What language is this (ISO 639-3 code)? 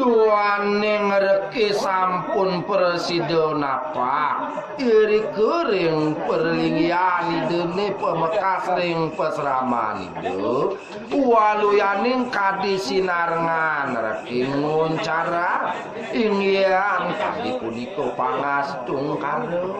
ban